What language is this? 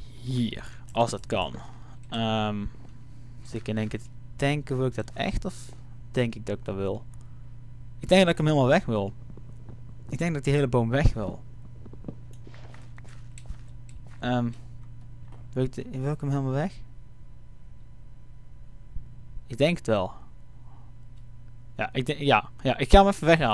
Dutch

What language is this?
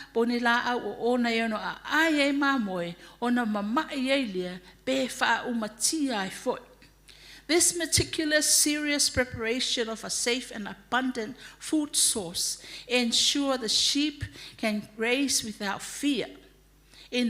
Samoan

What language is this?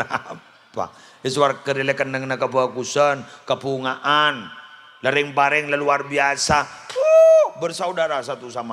Madurese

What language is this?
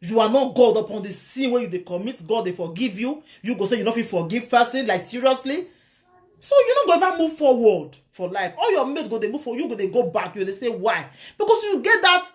Nigerian Pidgin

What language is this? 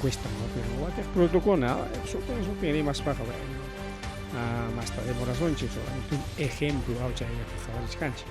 Ayacucho Quechua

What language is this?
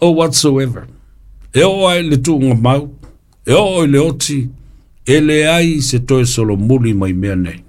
Samoan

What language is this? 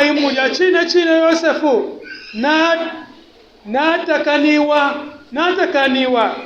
Bemba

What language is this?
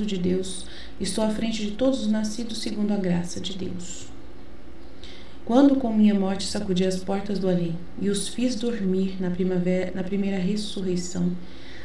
Portuguese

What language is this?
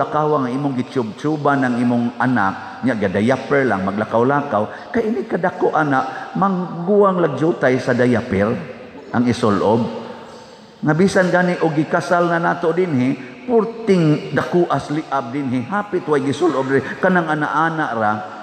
Cebuano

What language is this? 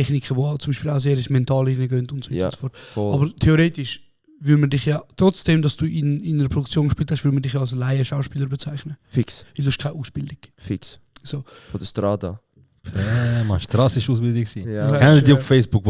Swiss German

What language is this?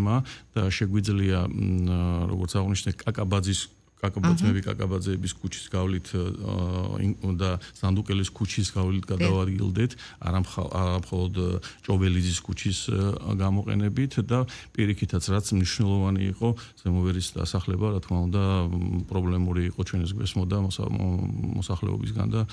Georgian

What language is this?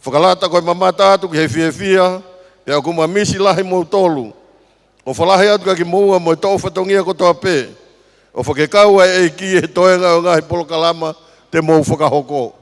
Tongan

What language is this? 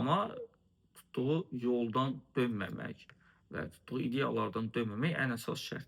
Azerbaijani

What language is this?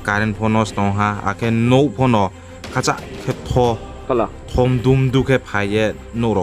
Riang (India)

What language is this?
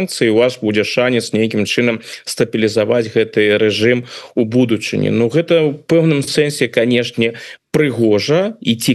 Belarusian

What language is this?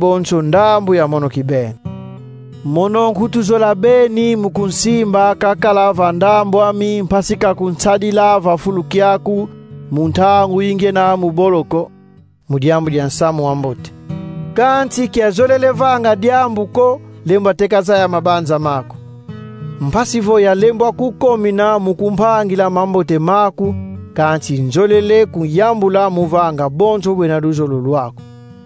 Kongo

